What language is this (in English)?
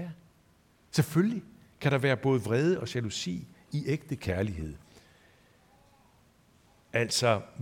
Danish